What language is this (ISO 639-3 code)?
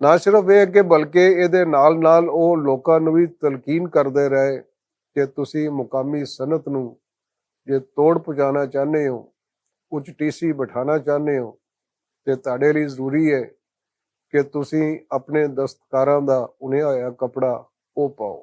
lah